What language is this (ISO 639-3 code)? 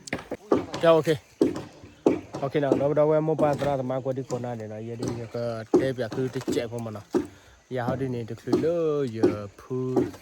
ksw